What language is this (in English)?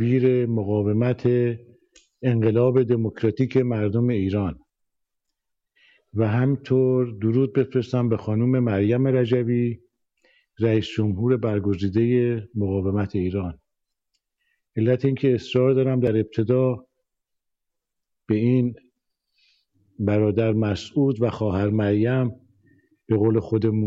Persian